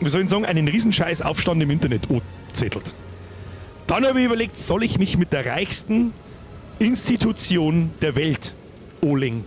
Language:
Bavarian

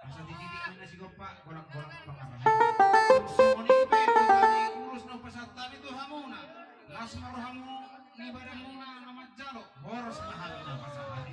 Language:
Batak Toba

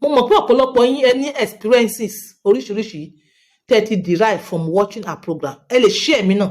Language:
Yoruba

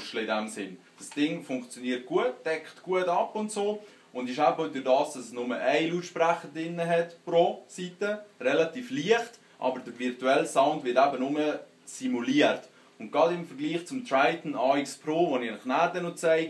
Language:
Swiss German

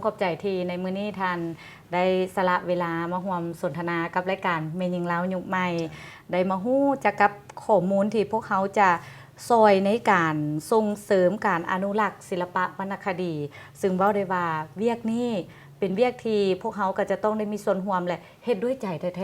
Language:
Lao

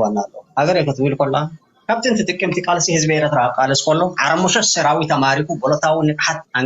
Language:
Tigrinya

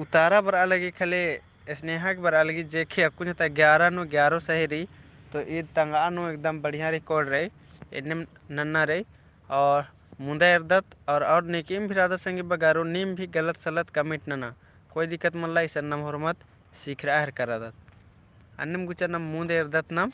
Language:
Kurukh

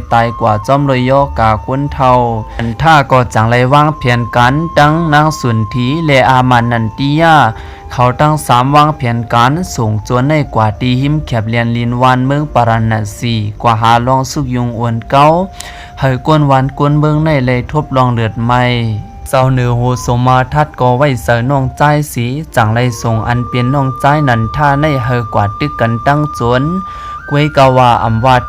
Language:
Shan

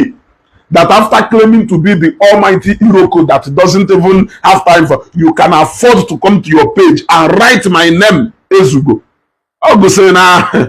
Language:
Igbo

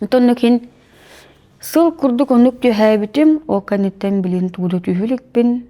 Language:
Yakut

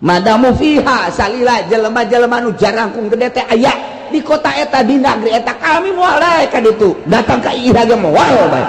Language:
Sundanese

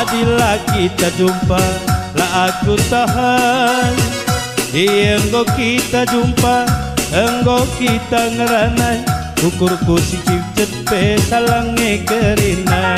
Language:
Batak Karo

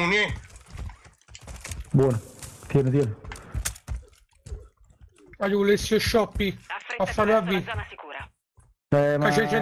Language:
Italian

